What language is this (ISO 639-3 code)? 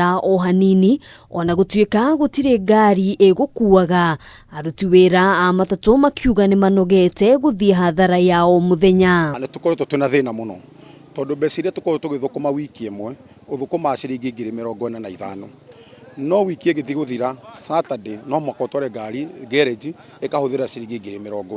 kik